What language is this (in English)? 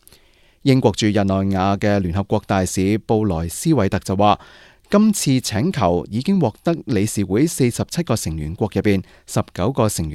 Cantonese